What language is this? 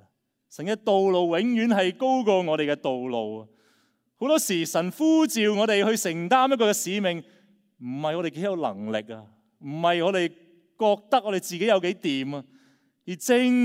Cantonese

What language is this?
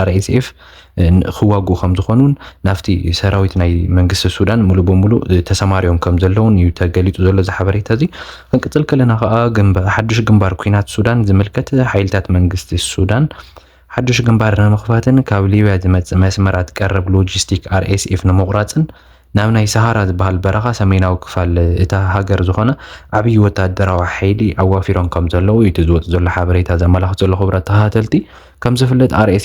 Tigrinya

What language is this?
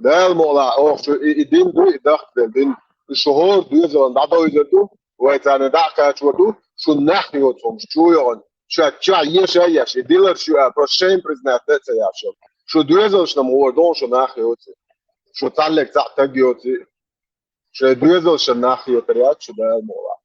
Chechen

